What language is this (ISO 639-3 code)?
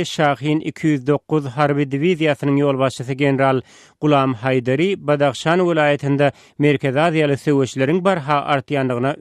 tuk